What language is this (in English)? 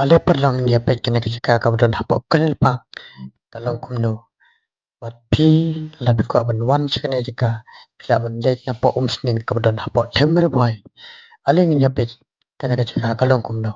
Khasi